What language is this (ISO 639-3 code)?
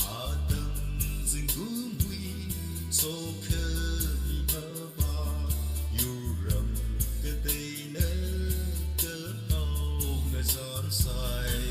nmf